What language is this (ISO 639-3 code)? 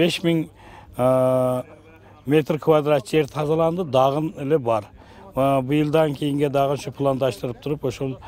kir